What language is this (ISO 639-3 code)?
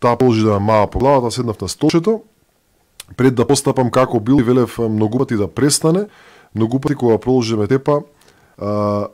mkd